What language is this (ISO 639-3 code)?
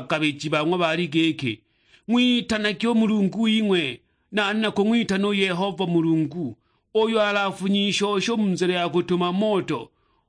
suk